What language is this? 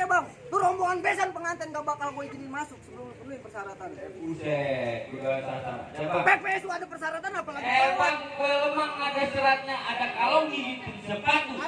Betawi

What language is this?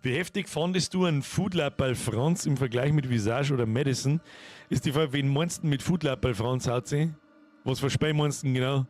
Bavarian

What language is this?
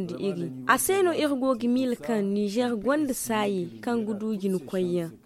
Zarma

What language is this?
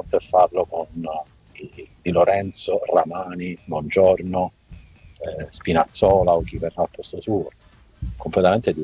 Italian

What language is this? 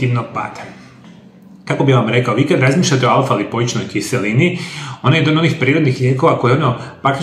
Croatian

